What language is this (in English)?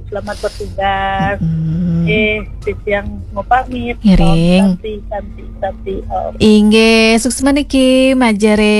Balinese